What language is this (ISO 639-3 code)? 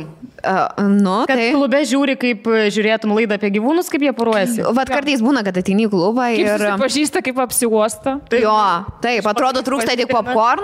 lit